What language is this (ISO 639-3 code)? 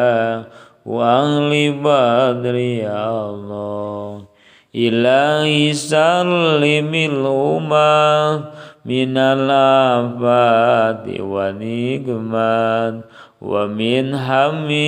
sun